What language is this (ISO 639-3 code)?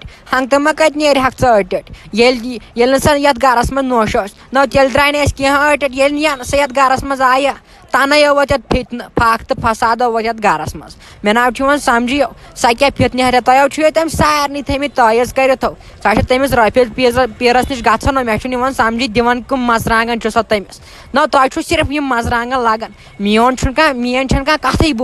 kas